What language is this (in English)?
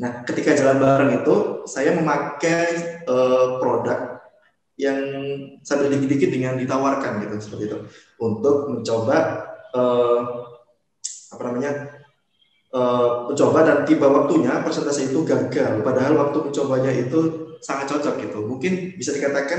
Indonesian